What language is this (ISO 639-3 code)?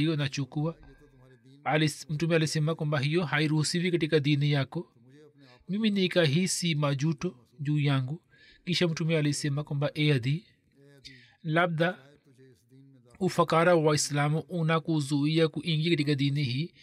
swa